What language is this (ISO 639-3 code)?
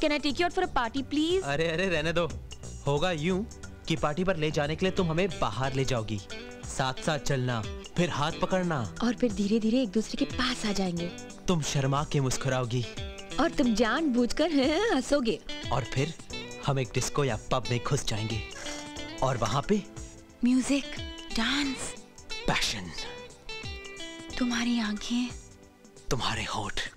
hin